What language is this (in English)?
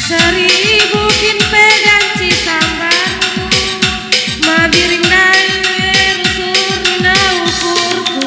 Batak Karo